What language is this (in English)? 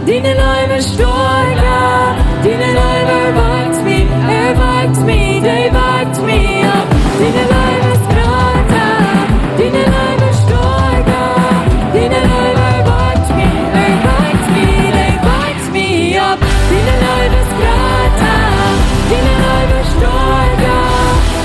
Plautdietsch